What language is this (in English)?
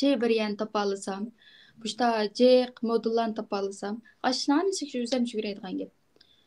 Uyghur